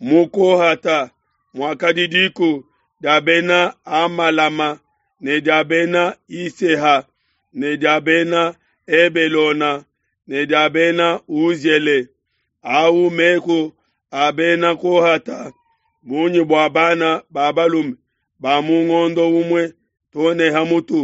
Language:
Luba-Lulua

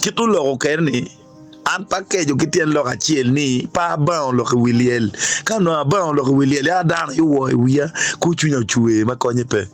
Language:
Acoli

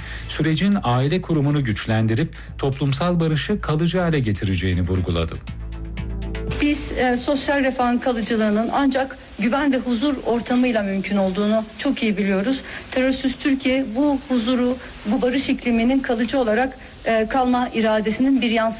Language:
Turkish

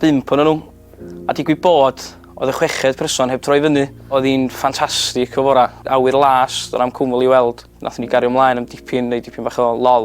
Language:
Welsh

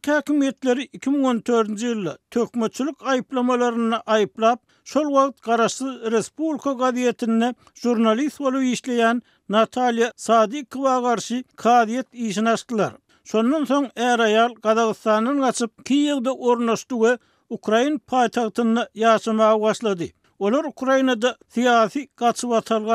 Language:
Turkmen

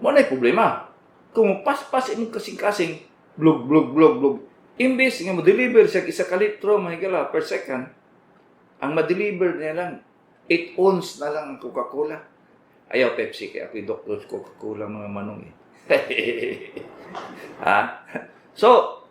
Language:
Cebuano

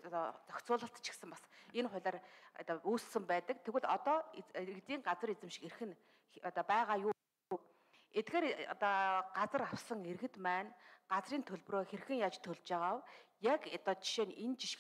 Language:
Mongolian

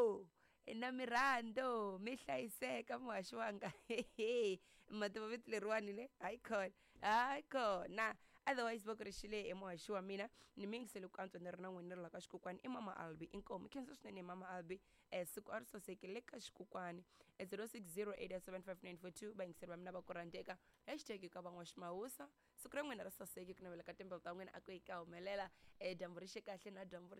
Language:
Tsonga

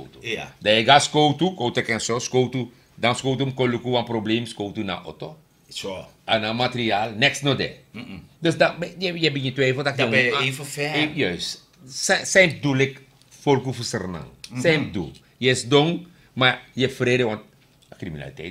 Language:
Sranan Tongo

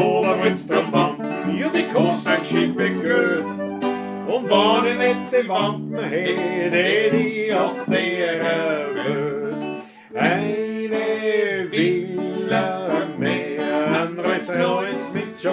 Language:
Bavarian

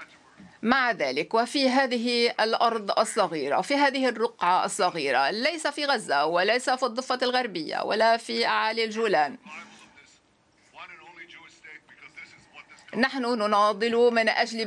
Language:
Arabic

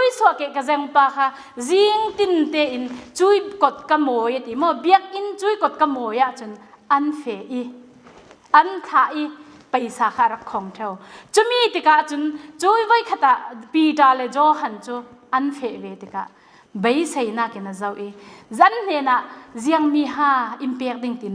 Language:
Falam Chin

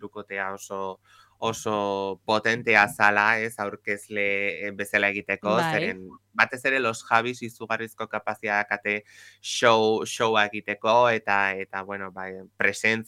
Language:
Basque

